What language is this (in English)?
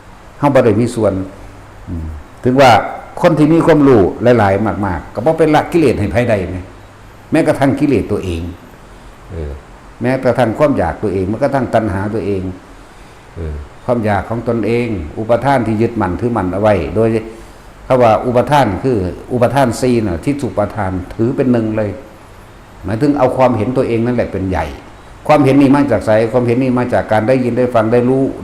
Northeastern Thai